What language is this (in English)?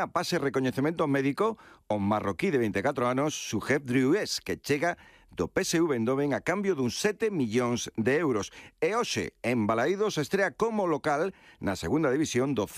Galician